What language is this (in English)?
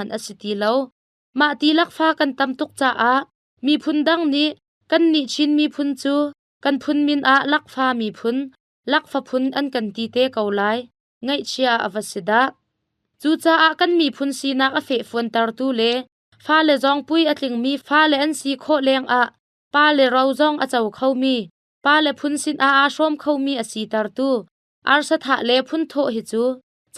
Hakha Chin